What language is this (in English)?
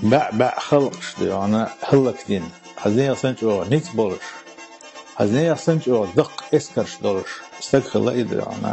Chechen